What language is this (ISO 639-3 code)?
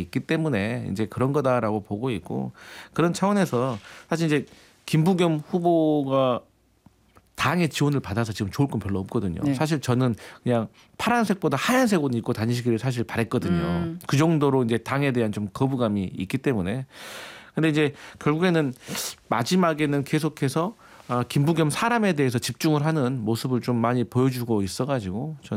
kor